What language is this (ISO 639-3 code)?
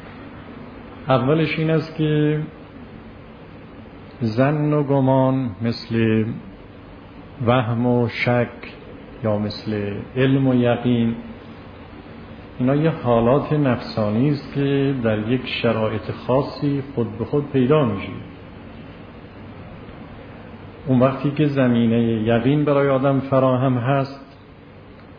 fas